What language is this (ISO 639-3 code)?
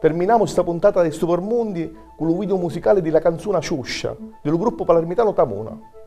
scn